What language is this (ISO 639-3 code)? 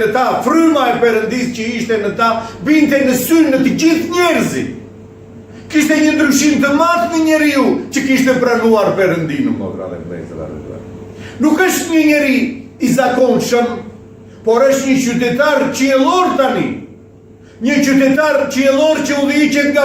sqi